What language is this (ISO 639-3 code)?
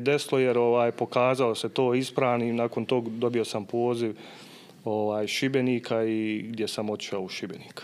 bos